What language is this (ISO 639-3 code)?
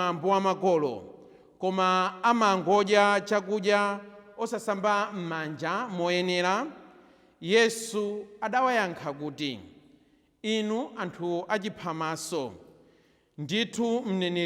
nya